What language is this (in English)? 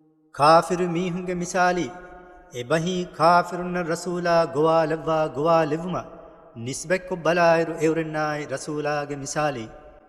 Divehi